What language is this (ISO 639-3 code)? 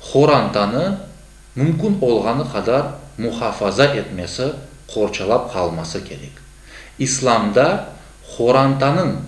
crh